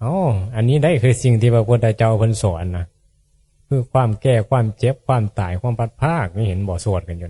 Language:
Northeastern Thai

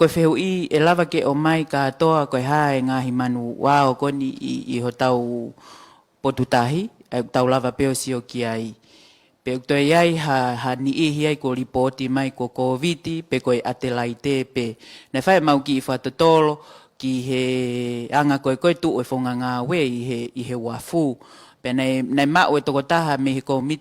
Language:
Tongan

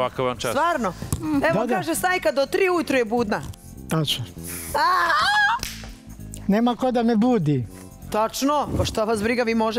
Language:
Serbian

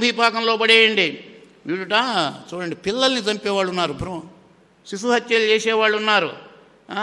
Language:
Telugu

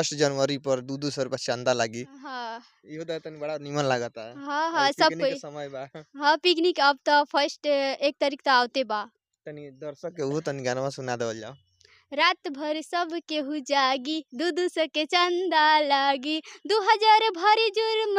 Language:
Bhojpuri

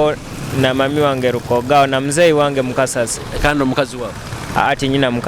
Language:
Tooro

